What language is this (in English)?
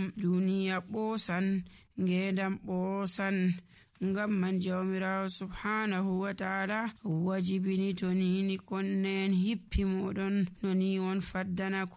Nigerian Fulfulde